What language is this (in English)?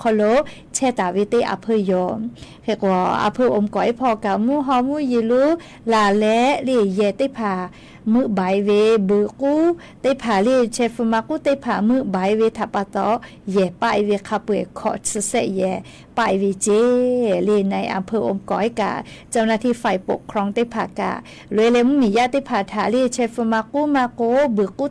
Lahu